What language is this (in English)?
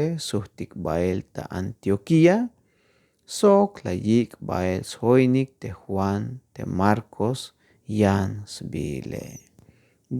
Tzeltal